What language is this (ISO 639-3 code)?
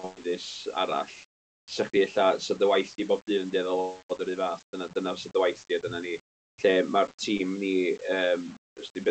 cym